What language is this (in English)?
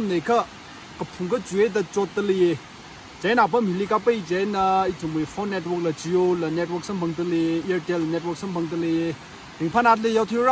Tangkhul Naga (India)